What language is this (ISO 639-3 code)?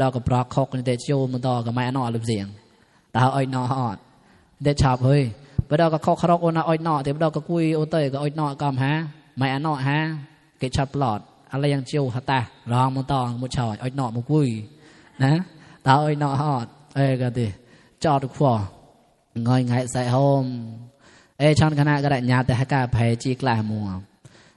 mnw